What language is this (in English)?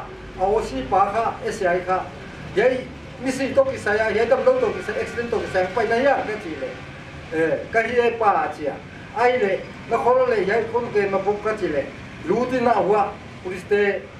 Paite Chin